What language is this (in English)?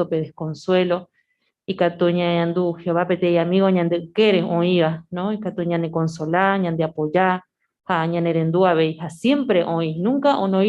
Guarani